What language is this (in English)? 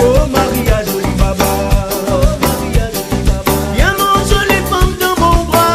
Réunion Creole French